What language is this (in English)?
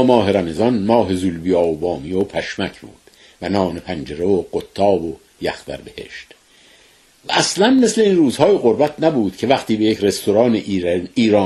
Persian